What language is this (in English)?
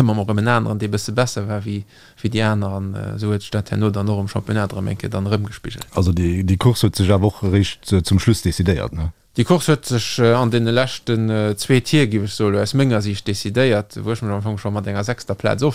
Luxembourgish